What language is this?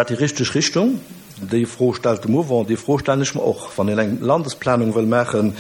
Luxembourgish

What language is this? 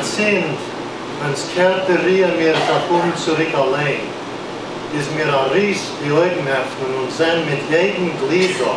Yiddish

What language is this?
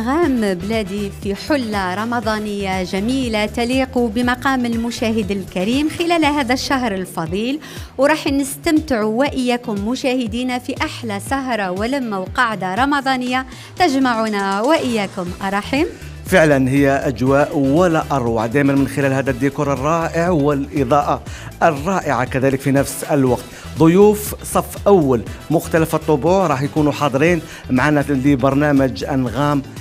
Algerian Arabic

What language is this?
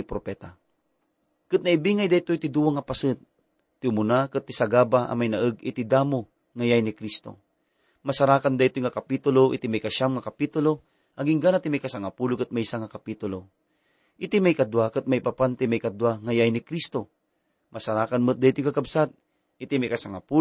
Iloko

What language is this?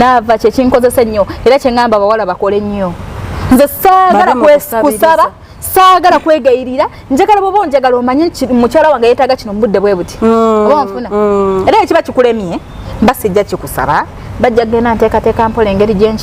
Ganda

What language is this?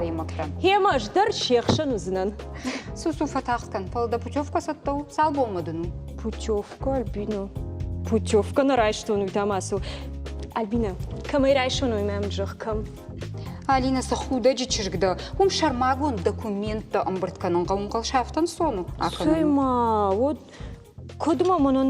Ossetic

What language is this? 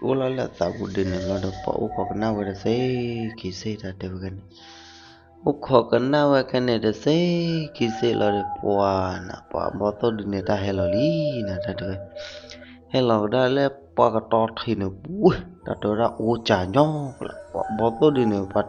S'gaw Karen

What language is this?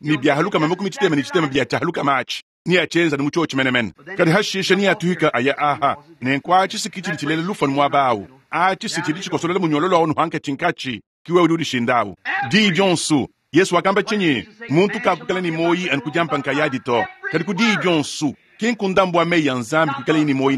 Luba-Lulua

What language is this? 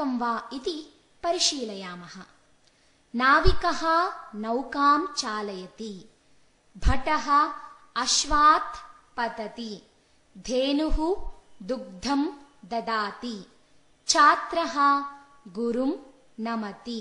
Sanskrit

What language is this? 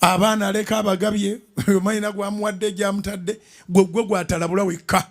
Ganda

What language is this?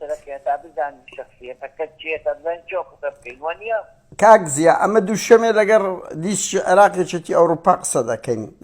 Central Kurdish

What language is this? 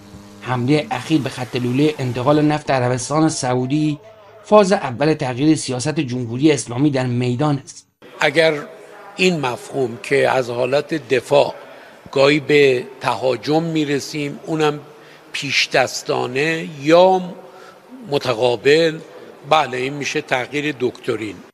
Persian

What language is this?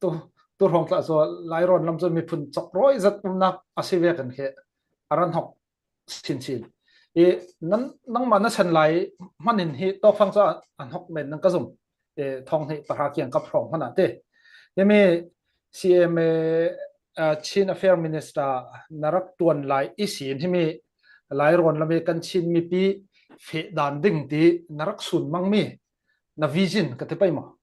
Falam Chin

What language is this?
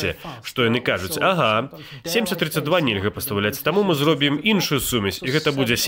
Belarusian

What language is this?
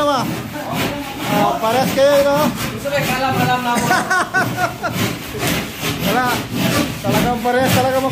Filipino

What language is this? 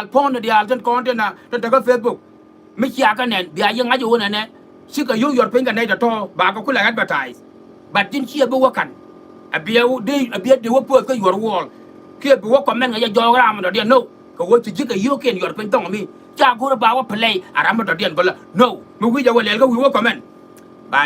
Nuer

